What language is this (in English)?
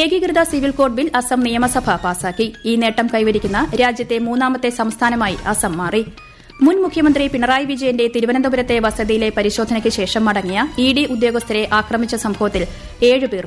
Malayalam